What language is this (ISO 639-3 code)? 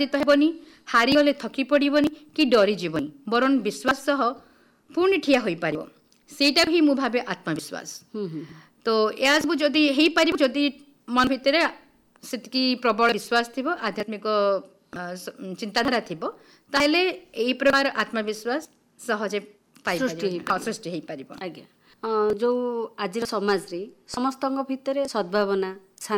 ori